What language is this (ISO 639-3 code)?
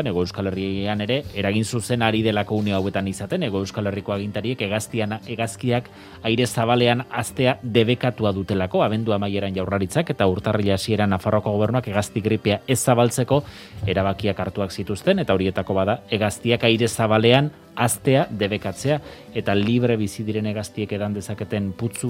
eus